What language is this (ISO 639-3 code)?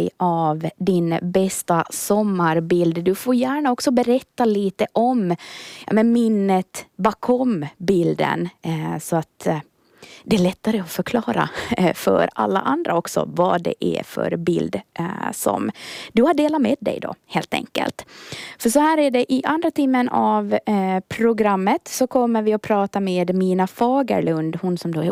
swe